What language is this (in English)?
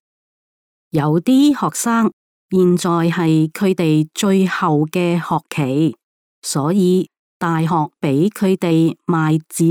Cantonese